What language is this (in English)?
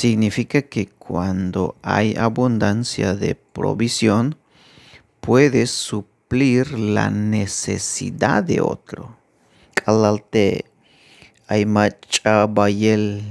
Tzeltal